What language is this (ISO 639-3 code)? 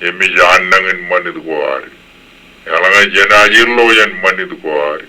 mah